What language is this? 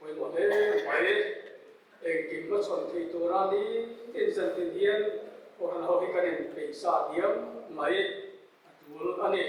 Mizo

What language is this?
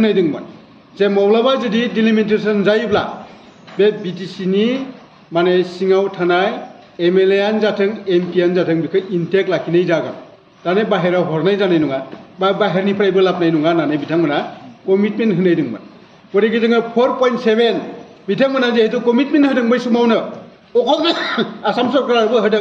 Bodo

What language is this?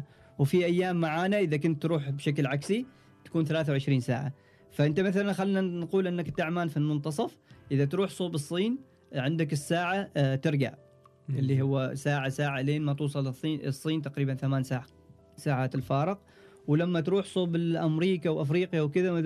Gulf Arabic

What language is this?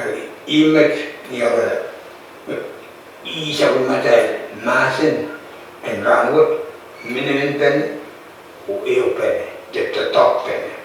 Pohnpeian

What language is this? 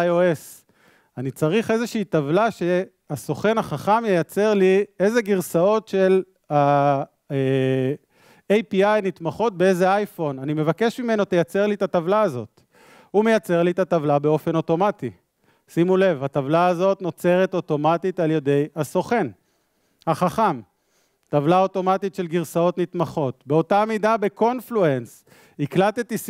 Hebrew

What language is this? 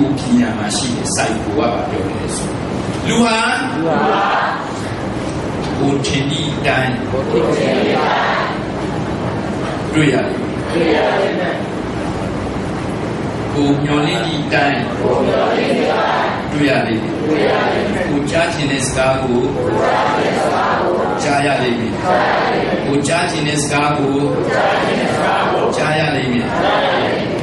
Burmese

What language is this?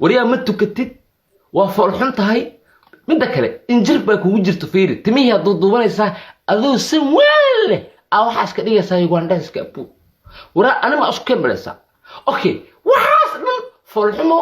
Somali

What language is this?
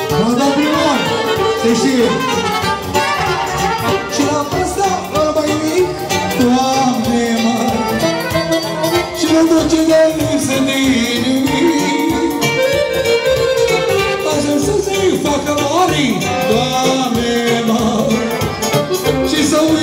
Romanian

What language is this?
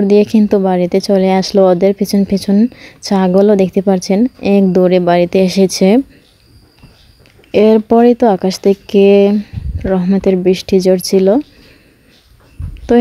Bangla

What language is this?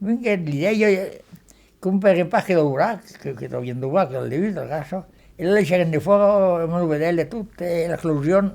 Occitan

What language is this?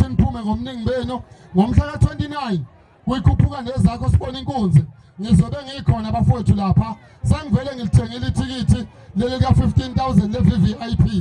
Zulu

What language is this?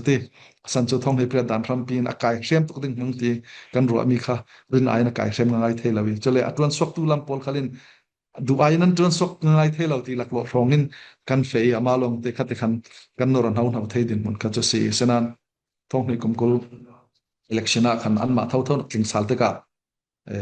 Falam Chin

